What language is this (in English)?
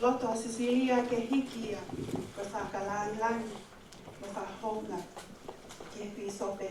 Tongan